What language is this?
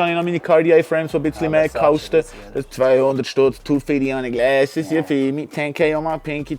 Swiss German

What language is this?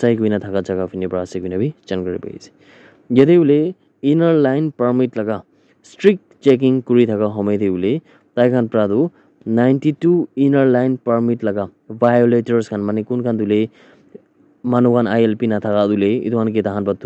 Naga Pidgin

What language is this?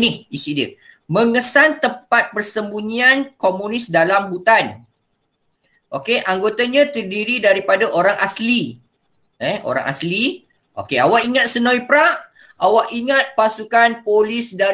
Malay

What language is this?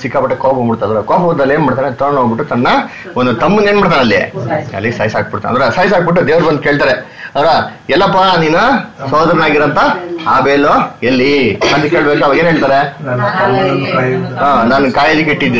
Kannada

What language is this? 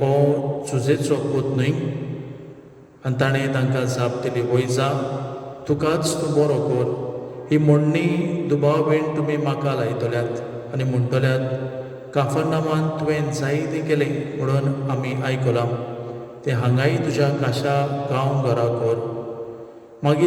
Konkani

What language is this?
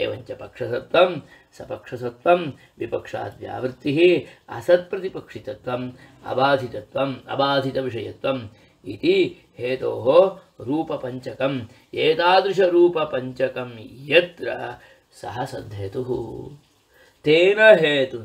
Sanskrit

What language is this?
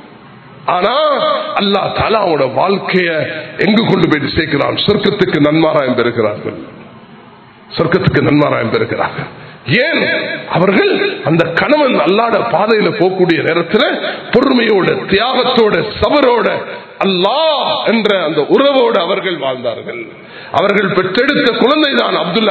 Tamil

